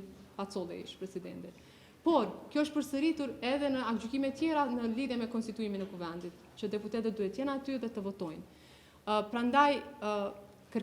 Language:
Albanian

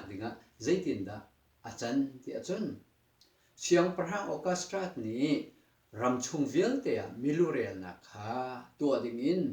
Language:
Hakha Chin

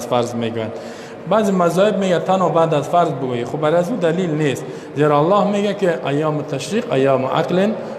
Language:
Persian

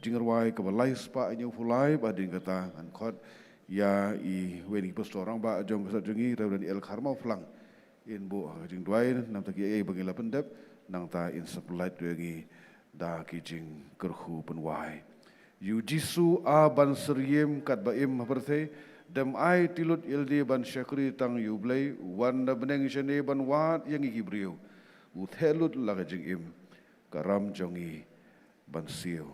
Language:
Khasi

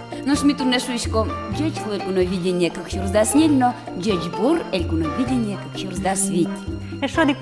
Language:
Udmurt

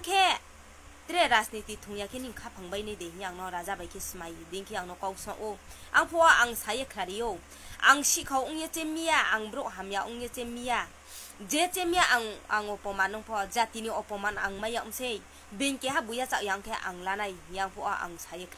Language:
Kok Borok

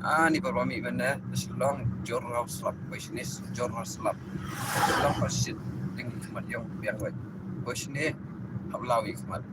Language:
Khasi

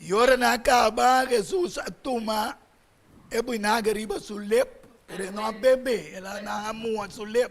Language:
Papiamento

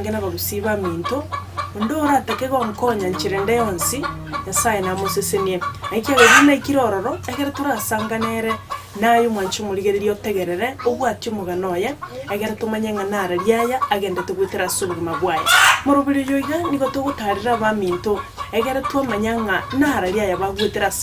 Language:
Gusii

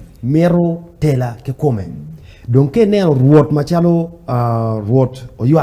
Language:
Acoli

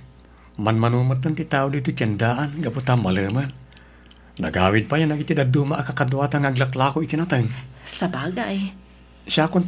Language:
Iloko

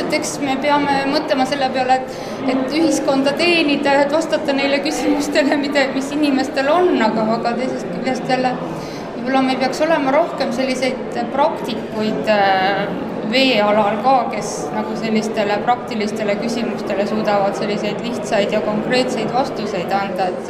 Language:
Estonian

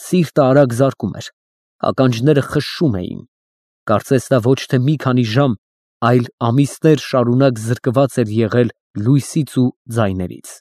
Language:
Armenian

